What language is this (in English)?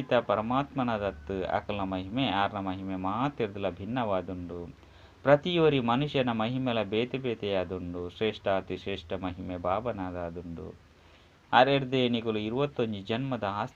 Tulu